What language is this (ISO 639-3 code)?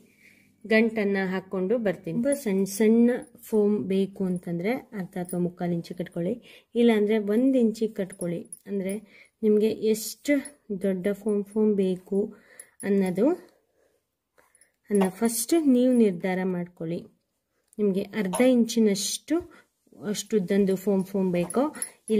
kan